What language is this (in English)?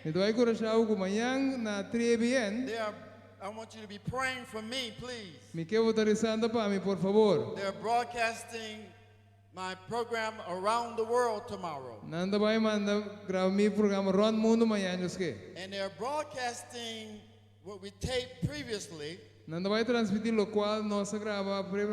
Papiamento